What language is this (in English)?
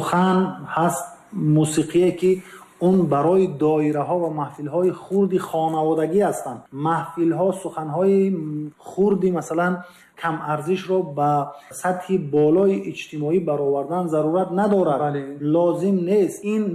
Tajik